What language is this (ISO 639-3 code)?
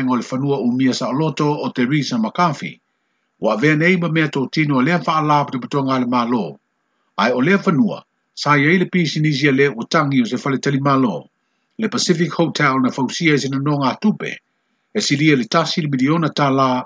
smo